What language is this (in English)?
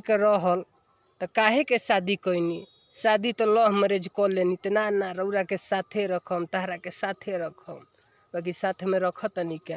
Bhojpuri